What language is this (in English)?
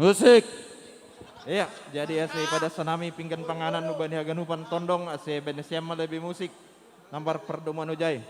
Batak Simalungun